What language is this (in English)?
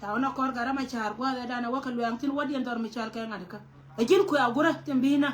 Nuer